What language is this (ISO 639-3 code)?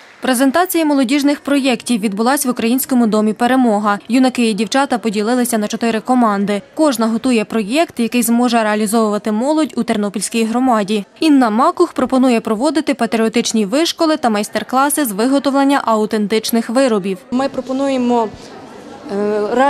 ukr